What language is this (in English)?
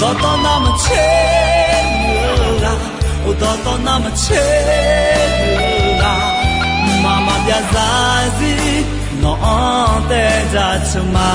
Akha